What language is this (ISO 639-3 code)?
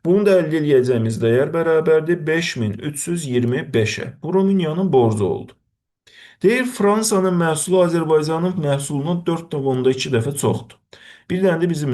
aze